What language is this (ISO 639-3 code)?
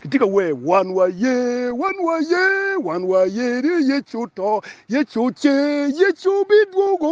ach